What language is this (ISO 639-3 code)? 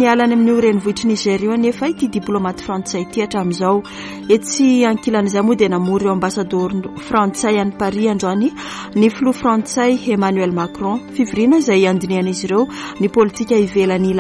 mlg